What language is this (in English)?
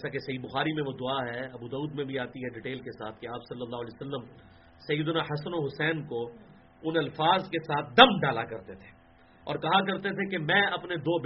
Urdu